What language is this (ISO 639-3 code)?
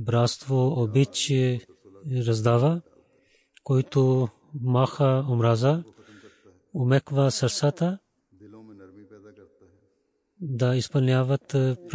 bul